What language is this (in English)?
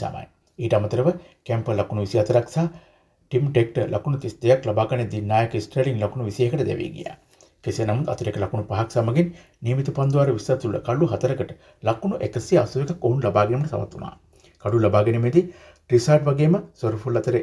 Sinhala